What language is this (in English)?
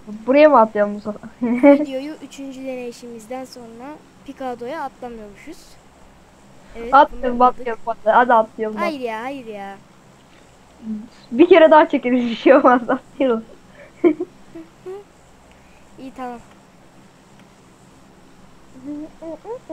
Turkish